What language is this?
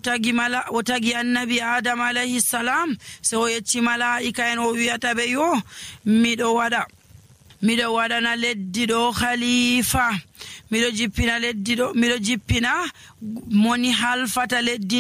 Nigerian Fulfulde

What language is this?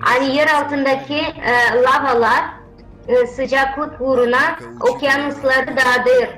Gagauz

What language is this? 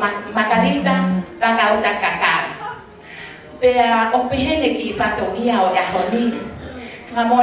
Tongan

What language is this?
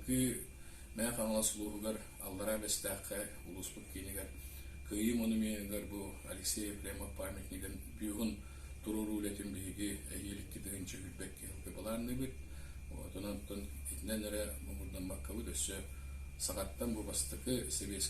Yakut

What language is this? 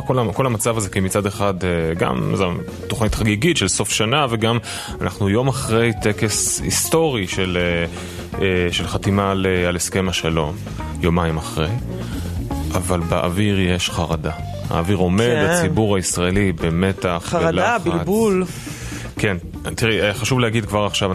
Hebrew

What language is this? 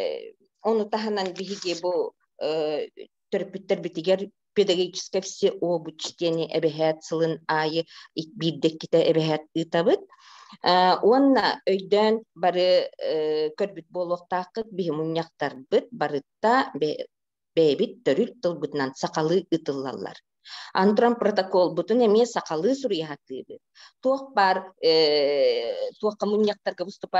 Yakut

